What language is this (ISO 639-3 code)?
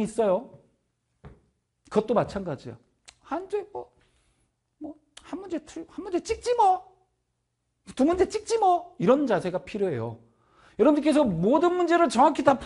kor